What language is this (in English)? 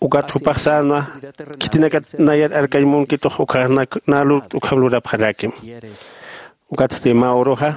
Aymara